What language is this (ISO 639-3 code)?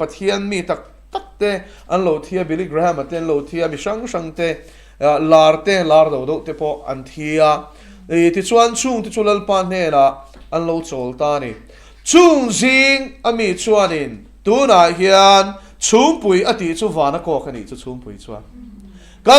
lus